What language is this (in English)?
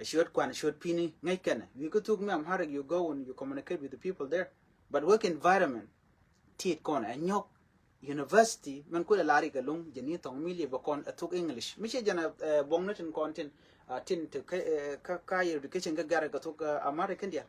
Nuer